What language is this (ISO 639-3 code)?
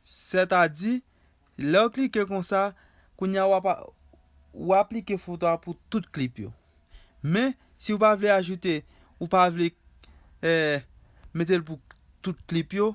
hat